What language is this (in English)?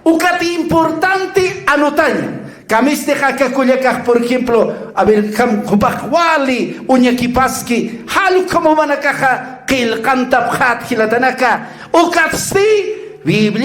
Aymara